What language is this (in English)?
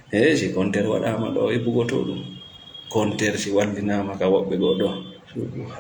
Fula